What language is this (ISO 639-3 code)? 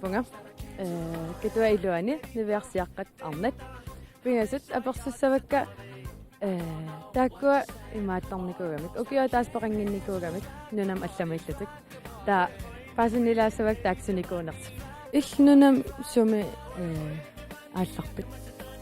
kal